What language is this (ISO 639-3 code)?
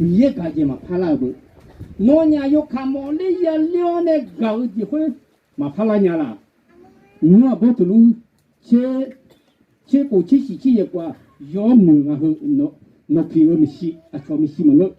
ahk